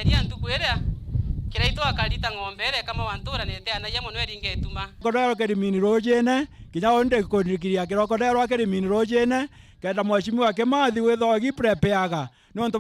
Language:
Meru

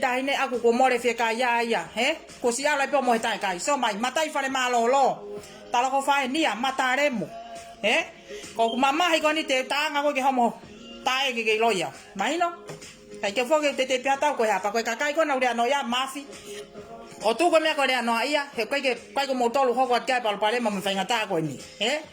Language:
Tongan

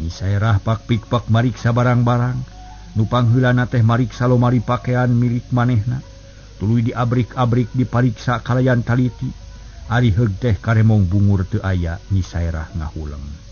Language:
Sundanese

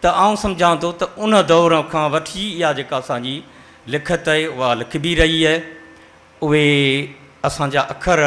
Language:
Sindhi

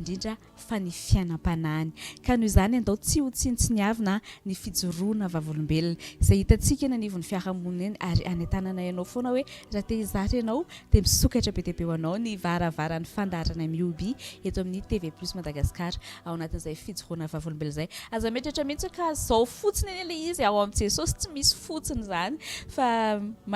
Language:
Malagasy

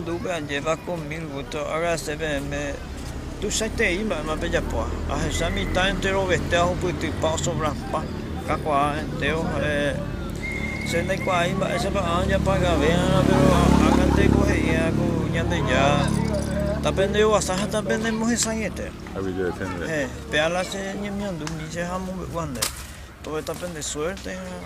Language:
Guarani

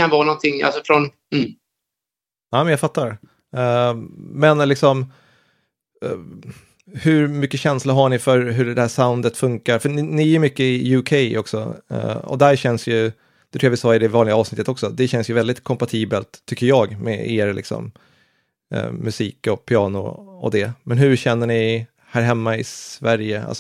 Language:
Swedish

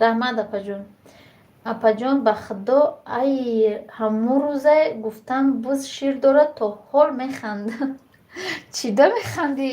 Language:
Tajik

